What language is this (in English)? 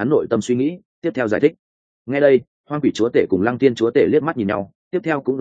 Vietnamese